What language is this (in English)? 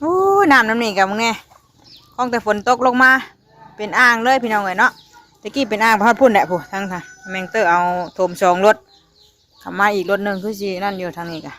Northeastern Thai